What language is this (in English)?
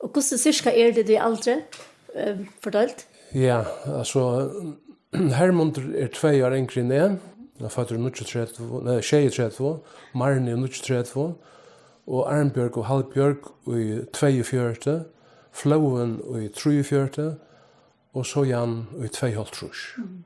Faroese